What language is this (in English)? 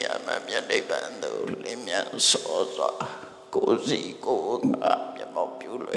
Burmese